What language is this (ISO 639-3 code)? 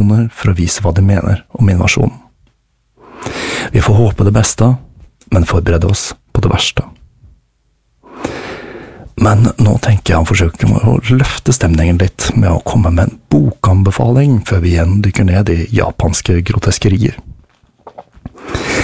nor